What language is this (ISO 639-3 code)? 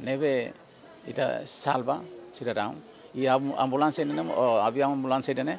tet